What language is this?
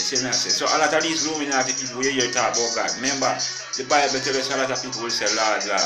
Jamaican Creole English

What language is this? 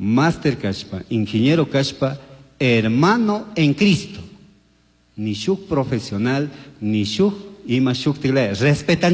Chimborazo Highland Quichua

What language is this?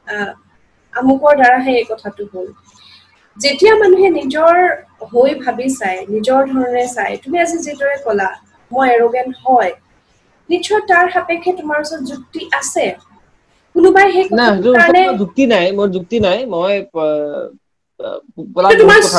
Assamese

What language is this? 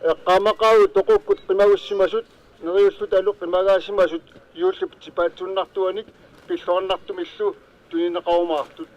Kalaallisut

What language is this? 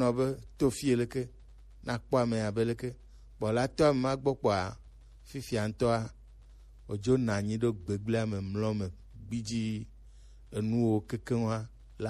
Gen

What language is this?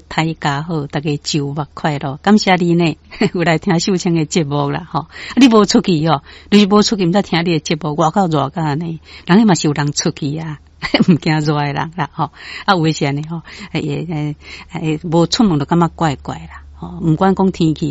Min Nan Chinese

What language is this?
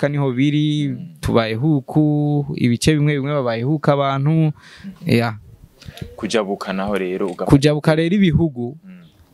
Rundi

